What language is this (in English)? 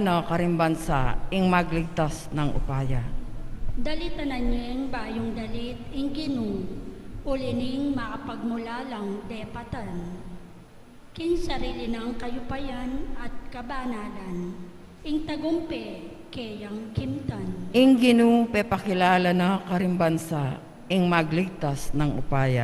Pampanga